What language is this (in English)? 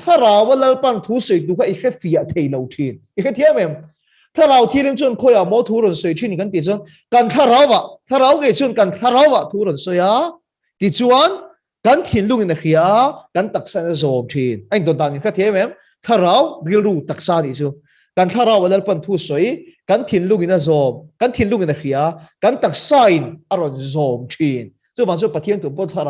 Mizo